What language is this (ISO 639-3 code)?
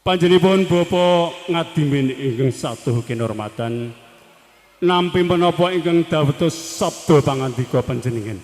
jav